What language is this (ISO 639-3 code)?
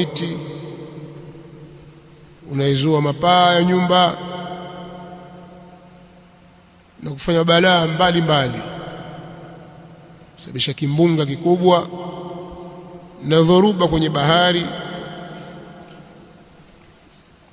swa